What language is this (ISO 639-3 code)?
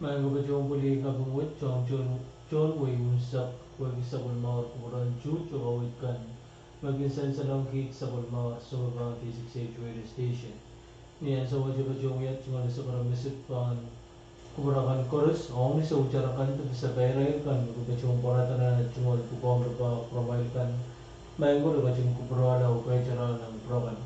pon